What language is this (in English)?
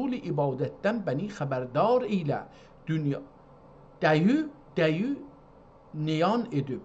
South Azerbaijani